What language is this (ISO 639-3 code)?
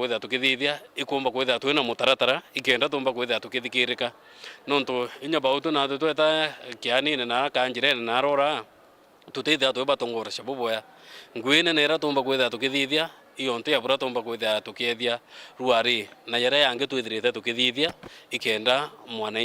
mer